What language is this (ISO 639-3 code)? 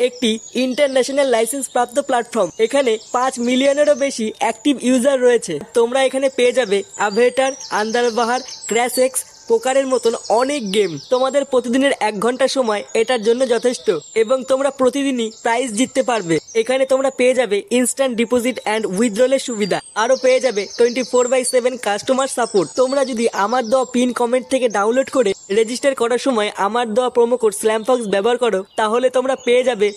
ben